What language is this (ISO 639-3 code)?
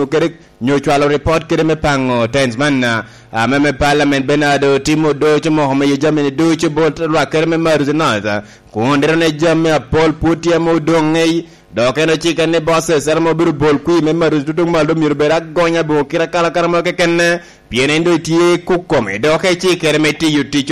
laj